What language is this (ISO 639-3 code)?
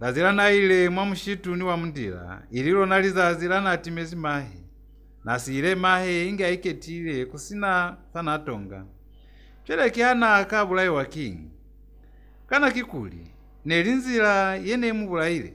loz